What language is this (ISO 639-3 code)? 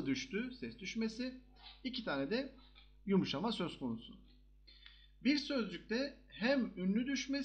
tur